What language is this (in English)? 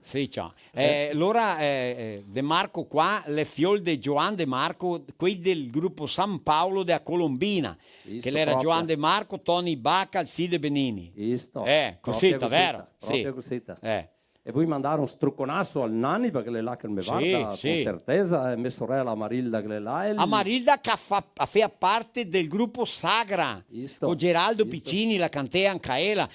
Venetian